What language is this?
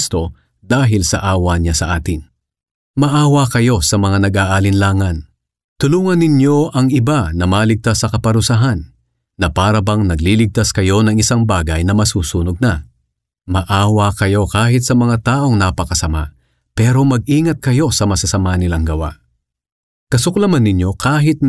Filipino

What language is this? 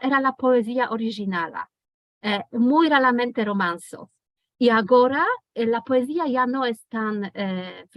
Ladino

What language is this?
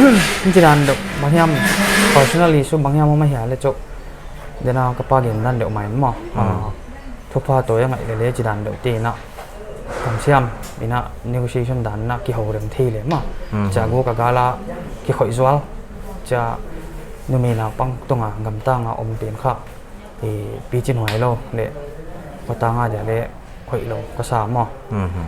Paite Chin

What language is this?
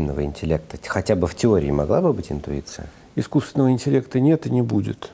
Russian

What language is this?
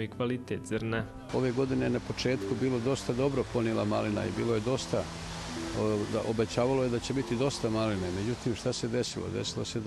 Bosnian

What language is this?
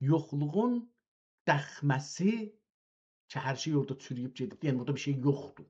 South Azerbaijani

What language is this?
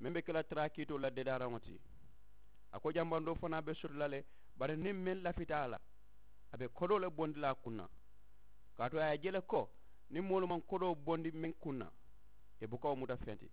Mandingo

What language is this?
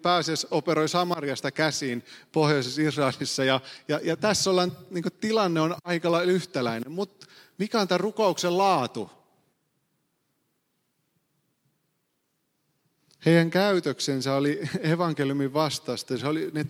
Finnish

